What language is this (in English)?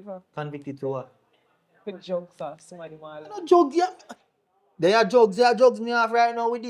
Jamaican Creole English